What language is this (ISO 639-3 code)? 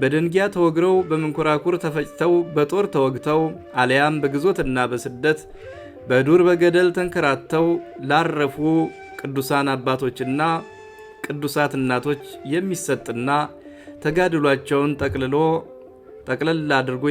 amh